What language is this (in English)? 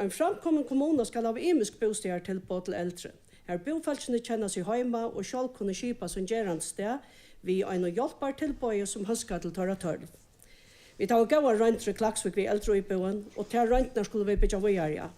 Faroese